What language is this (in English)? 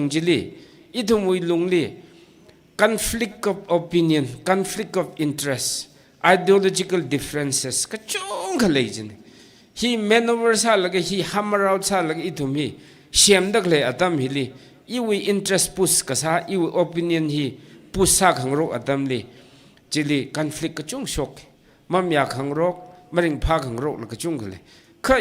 Tangkhul Naga (India)